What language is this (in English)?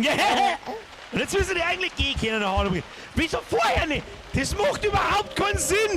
Bavarian